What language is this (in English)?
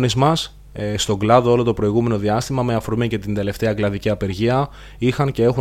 Greek